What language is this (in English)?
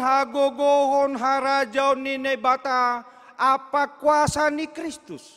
Batak Simalungun